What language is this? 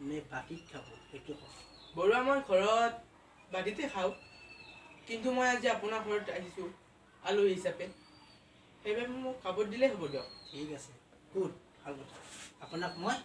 Assamese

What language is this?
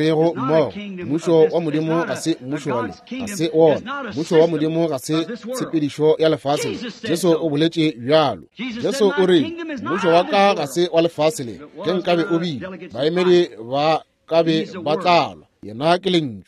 Northern Sotho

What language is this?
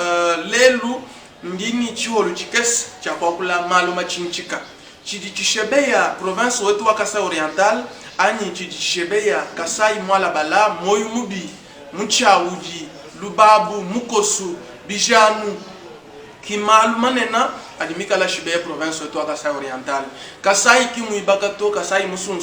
Luba-Lulua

